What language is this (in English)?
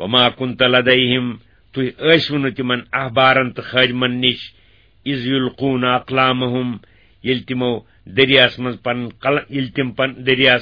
Kashmiri